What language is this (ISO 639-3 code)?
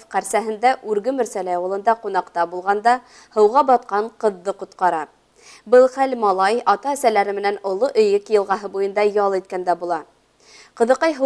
bak